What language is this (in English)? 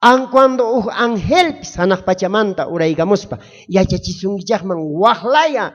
South Bolivian Quechua